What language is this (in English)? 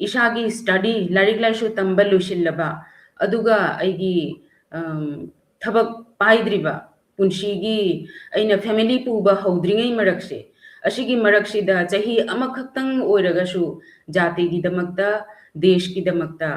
Manipuri